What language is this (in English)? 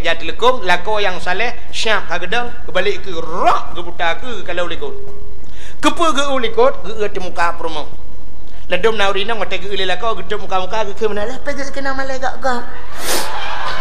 Achinese